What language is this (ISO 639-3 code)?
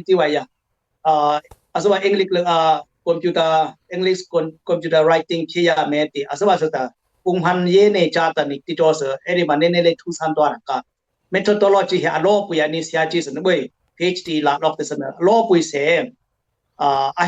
dis